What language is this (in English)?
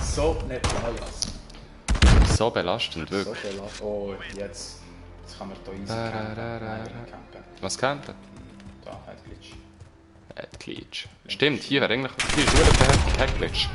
Swiss German